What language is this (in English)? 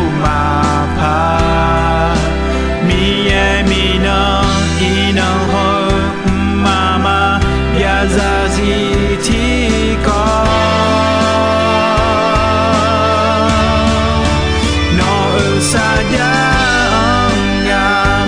Akha